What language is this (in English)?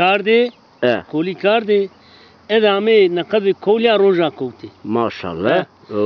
Zaza